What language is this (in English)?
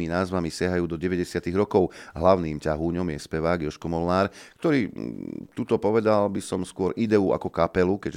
Slovak